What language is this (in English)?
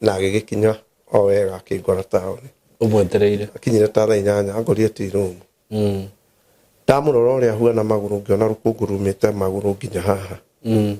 Kikuyu